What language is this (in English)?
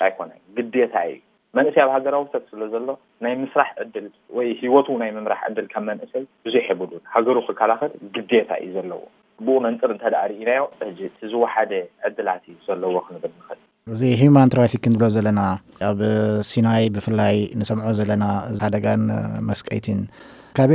Tigrinya